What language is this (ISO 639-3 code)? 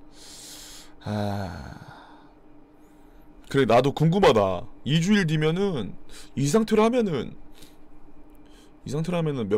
kor